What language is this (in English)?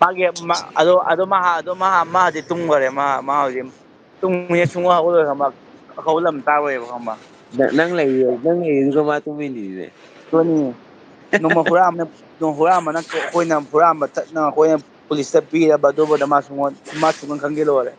Manipuri